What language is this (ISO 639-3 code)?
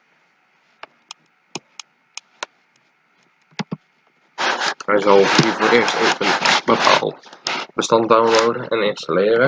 nld